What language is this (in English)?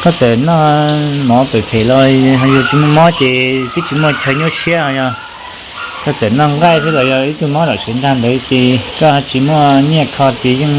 Hmong